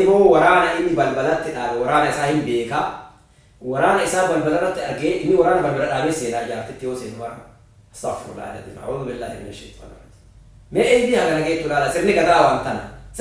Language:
Oromo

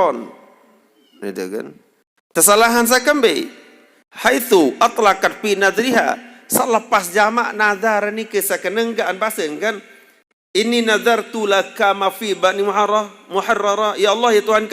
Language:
Sasak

